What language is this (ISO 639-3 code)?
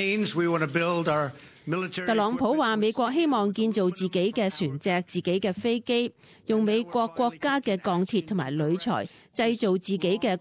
yue